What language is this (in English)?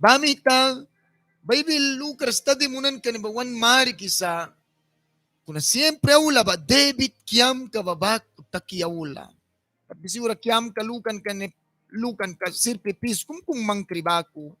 Mískito